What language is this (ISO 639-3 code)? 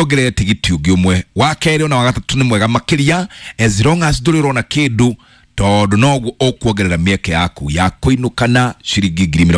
kik